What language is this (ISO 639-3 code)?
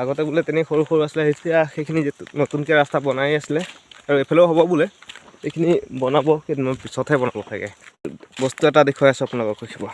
asm